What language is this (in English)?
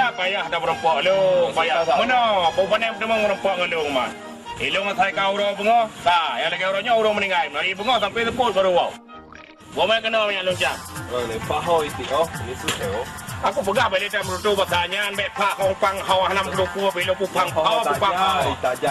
Achinese